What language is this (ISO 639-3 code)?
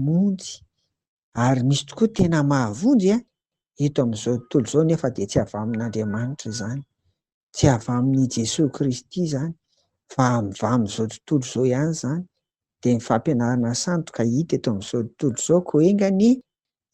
mlg